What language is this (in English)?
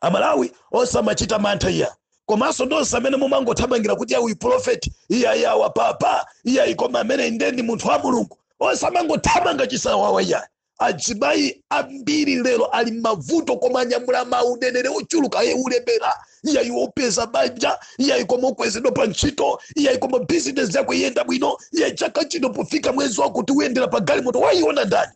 Nyanja